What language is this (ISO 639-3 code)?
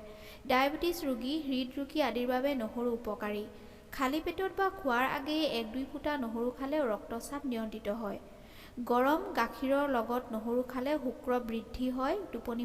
asm